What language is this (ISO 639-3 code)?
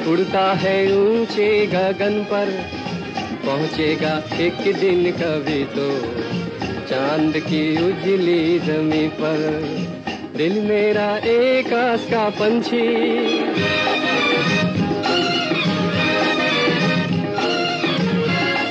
hin